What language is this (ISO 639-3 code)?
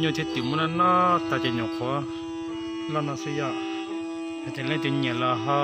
hmn